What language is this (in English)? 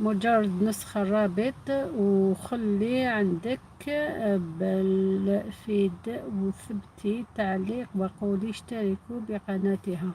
Algerian Arabic